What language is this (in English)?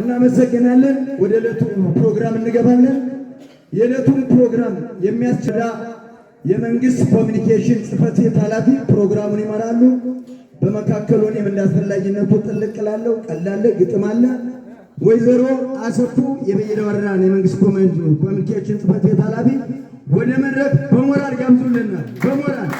Amharic